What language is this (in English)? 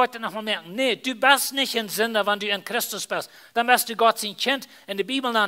Plautdietsch